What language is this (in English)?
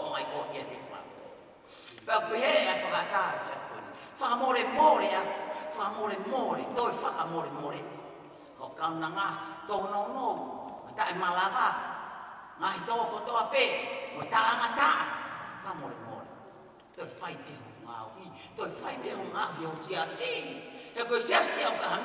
Tongan